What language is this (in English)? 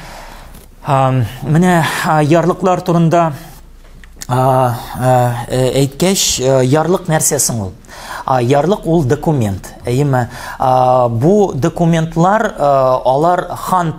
Tatar